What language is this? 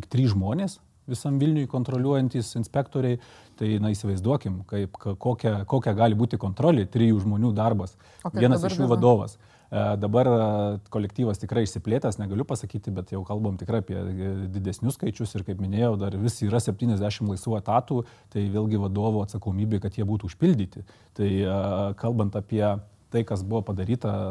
Lithuanian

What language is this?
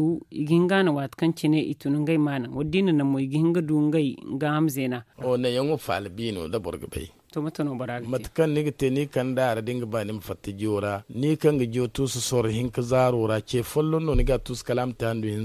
Zarma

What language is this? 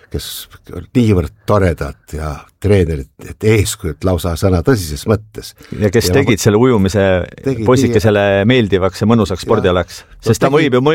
Estonian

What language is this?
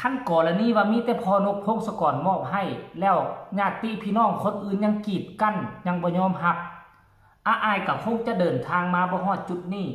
Northeastern Thai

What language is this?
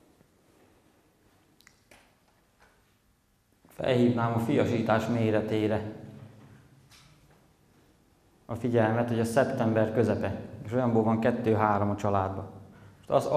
Hungarian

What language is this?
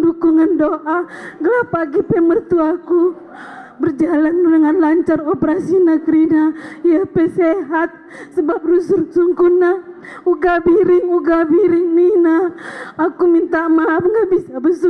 Batak Karo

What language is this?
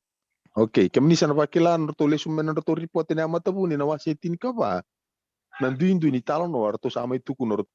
Fijian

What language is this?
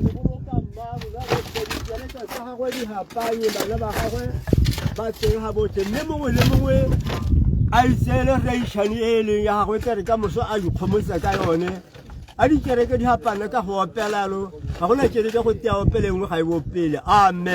Tswana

